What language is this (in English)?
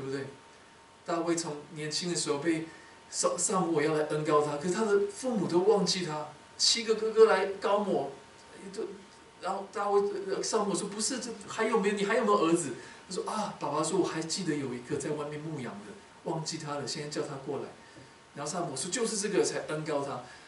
Chinese